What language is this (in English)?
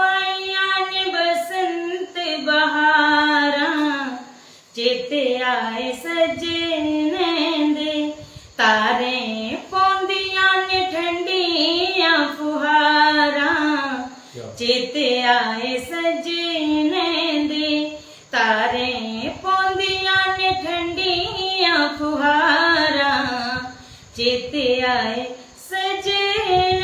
Dogri